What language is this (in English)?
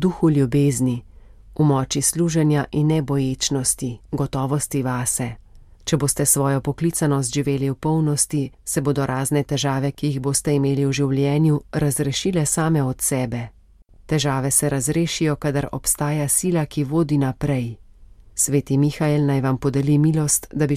Slovenian